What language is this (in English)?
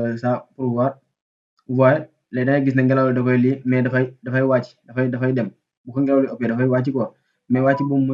Wolof